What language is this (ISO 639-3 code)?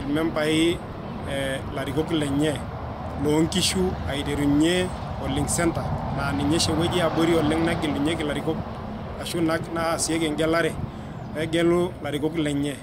mas